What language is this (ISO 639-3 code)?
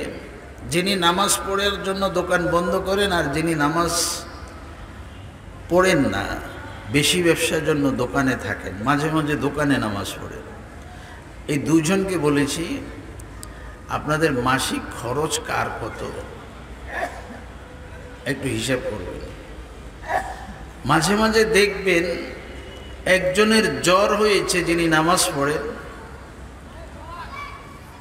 ben